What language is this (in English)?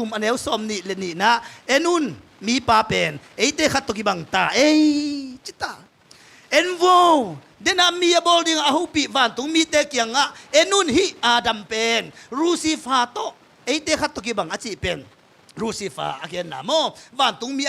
Tedim Chin